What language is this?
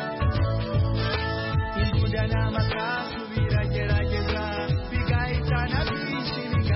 Kinyarwanda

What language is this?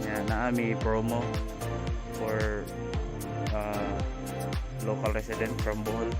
Cebuano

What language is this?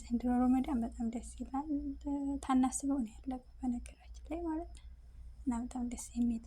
Amharic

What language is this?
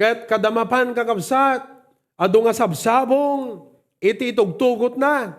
Iloko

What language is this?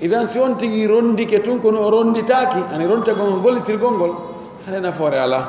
Pular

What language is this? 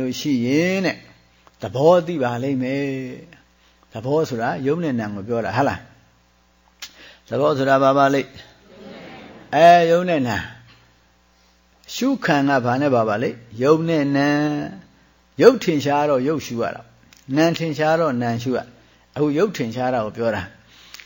Burmese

